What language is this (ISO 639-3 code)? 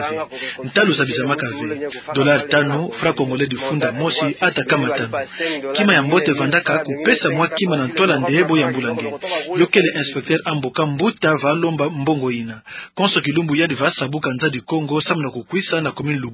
ktu